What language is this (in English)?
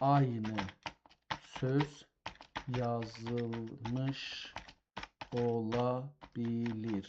South Azerbaijani